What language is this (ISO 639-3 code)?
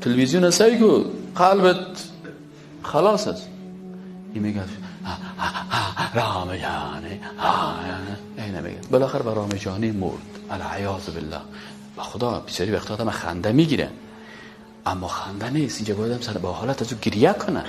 fas